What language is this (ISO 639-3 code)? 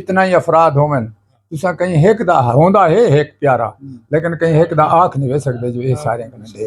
skr